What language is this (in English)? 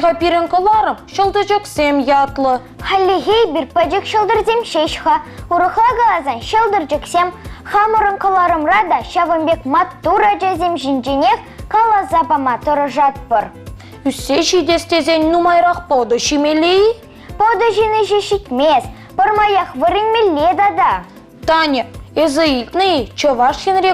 Chuvash